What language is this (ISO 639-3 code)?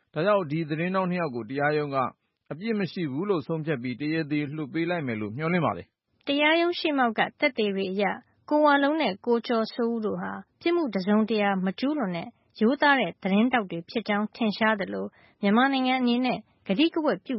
mya